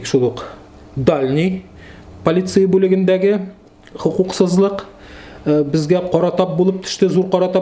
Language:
Tatar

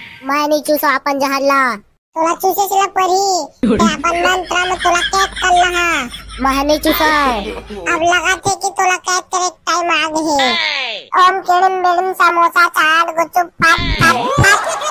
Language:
Chhattisgarhi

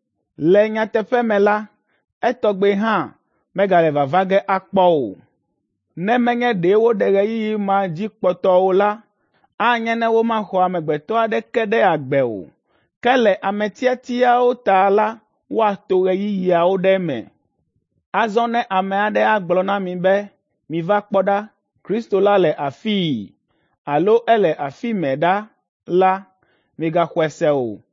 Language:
Ewe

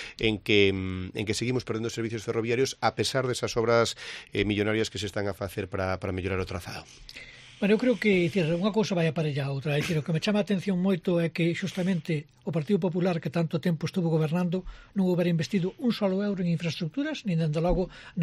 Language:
Galician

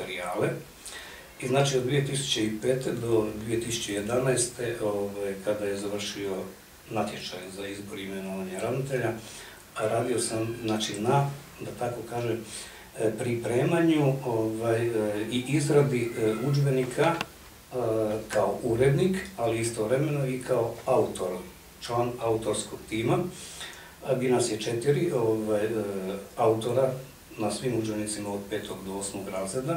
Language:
Croatian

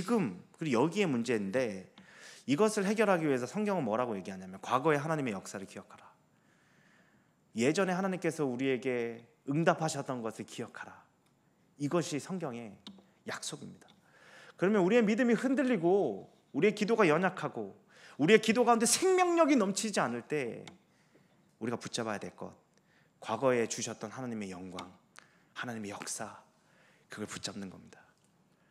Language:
Korean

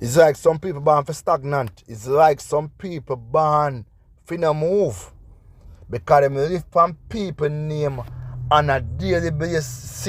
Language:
Jamaican Creole English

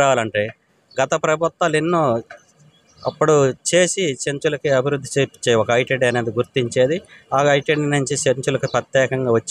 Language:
Telugu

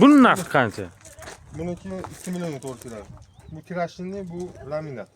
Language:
Uzbek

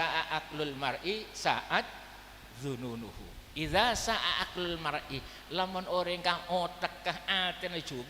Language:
Madurese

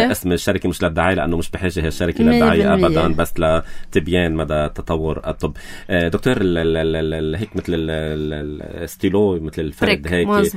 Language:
North Levantine Arabic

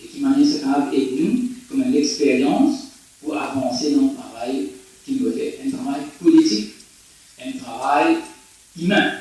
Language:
Morisyen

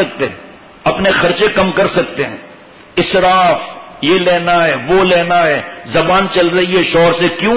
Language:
Urdu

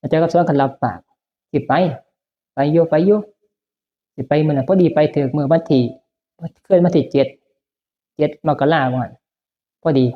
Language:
Northeastern Thai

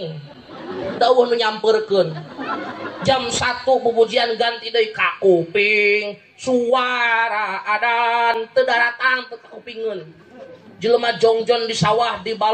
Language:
Sundanese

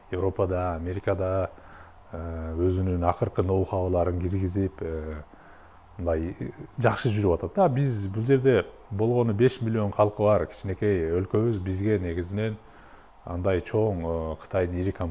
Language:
Kyrgyz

